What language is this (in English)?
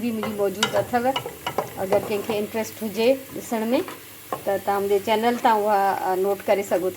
Sindhi